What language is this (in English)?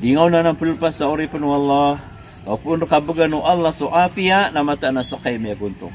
Maranao